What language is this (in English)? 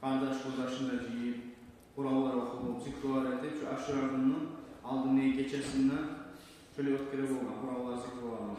Kumyk